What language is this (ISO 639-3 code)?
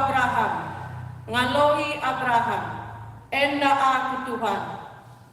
btx